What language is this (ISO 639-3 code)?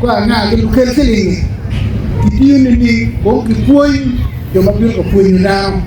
ach